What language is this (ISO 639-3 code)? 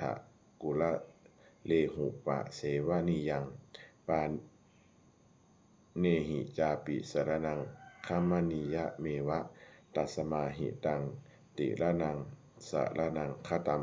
pli